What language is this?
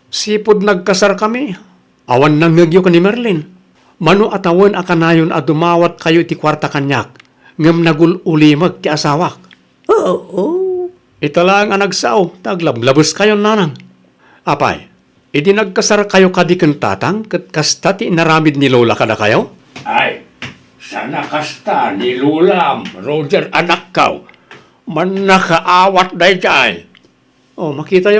Iloko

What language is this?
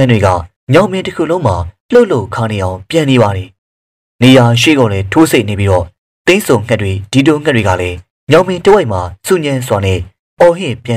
Burmese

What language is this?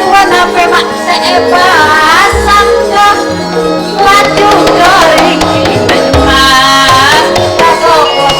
Madurese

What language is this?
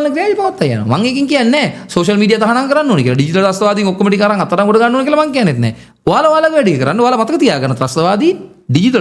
Sinhala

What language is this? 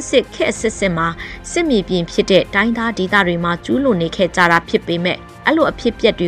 Burmese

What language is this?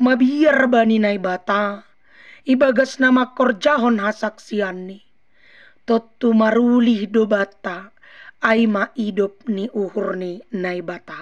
Batak Simalungun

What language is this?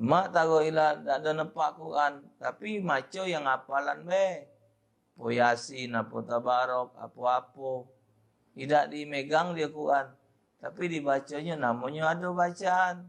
Musi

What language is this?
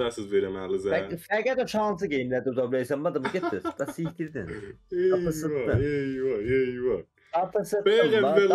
South Azerbaijani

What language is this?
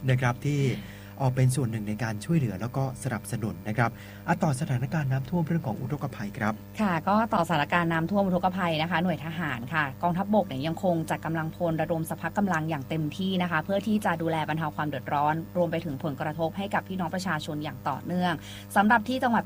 Thai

